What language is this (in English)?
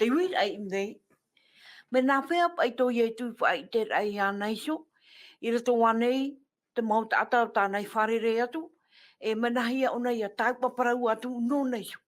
Tahitian